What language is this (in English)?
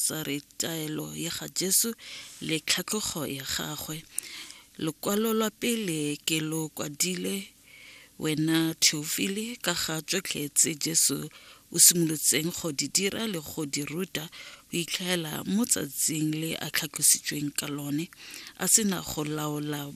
Tswana